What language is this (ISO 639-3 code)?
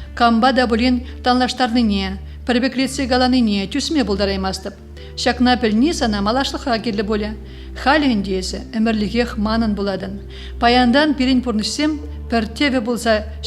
chv